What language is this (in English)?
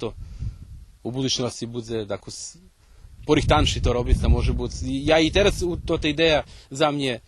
Rusyn